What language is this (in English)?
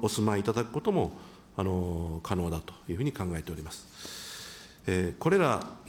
Japanese